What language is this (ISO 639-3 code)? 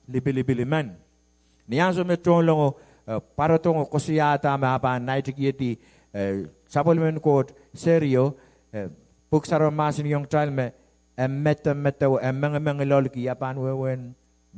pon